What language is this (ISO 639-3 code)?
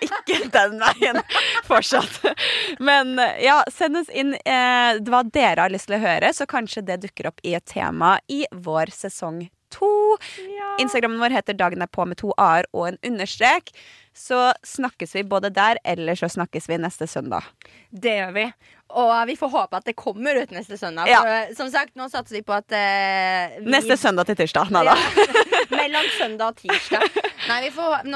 nor